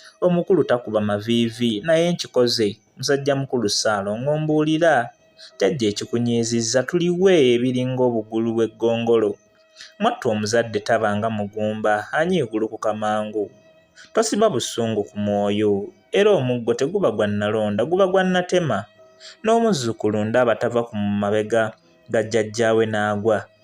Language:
Ganda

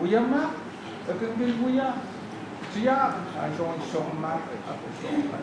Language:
Pohnpeian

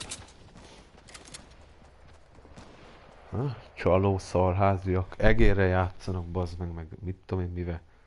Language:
Hungarian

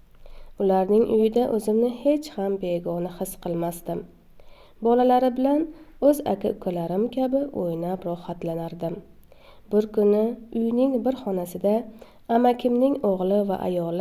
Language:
Uzbek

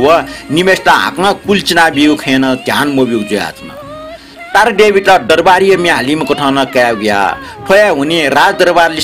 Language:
Newari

